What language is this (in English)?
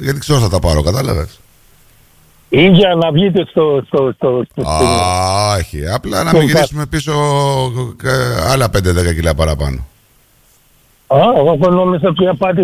Greek